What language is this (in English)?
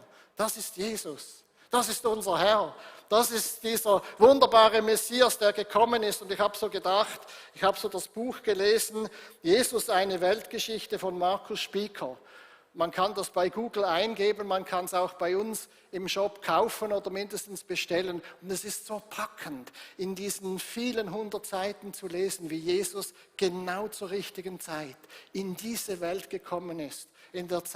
Swiss German